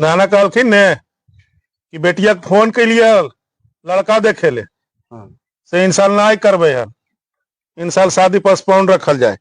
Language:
Magahi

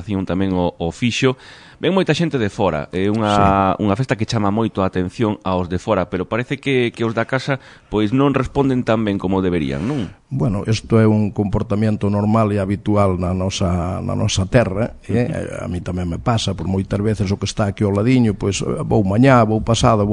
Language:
Galician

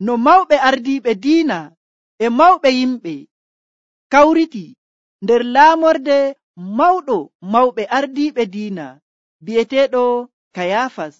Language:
Nigerian Fulfulde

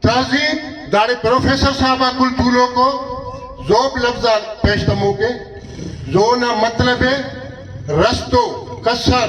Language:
Brahui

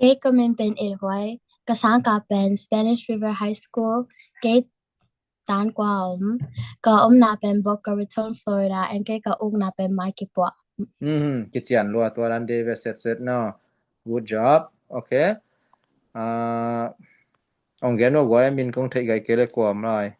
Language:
Tedim Chin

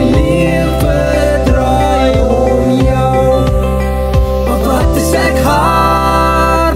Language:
Afrikaans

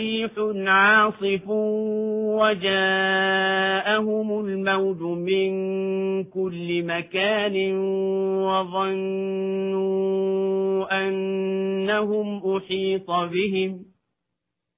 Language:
Telugu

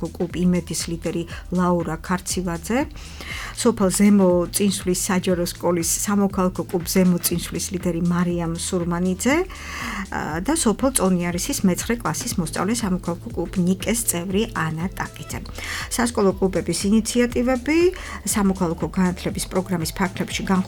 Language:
Georgian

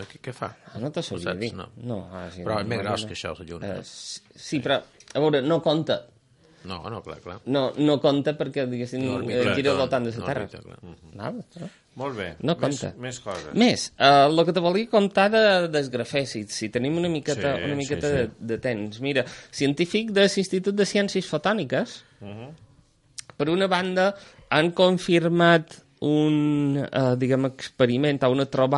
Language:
Catalan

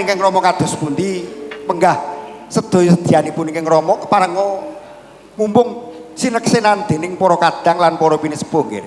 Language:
Javanese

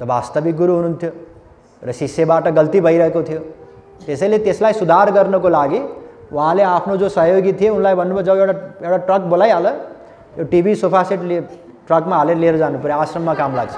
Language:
Nepali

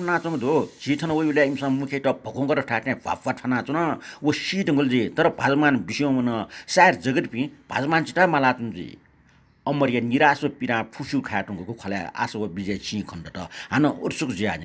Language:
Newari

